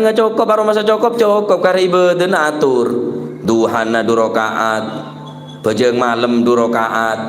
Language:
Madurese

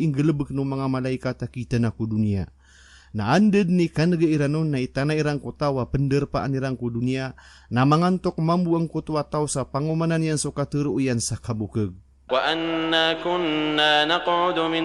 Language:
Maranao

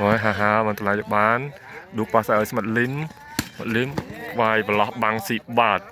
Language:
Khmer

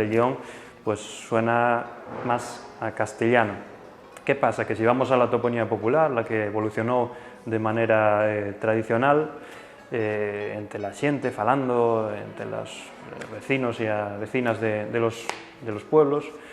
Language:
Asturian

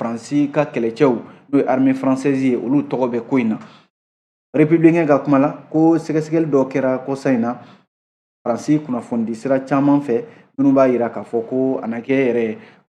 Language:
Bambara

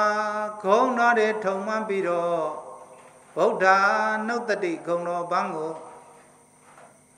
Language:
Burmese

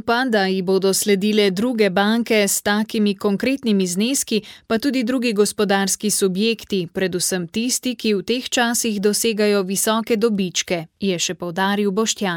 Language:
Slovenian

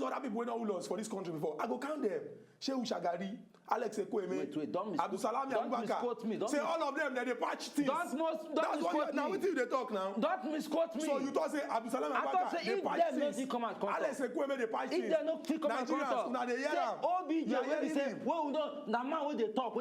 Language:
Nigerian Pidgin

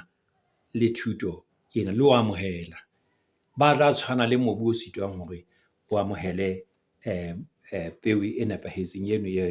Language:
Southern Sotho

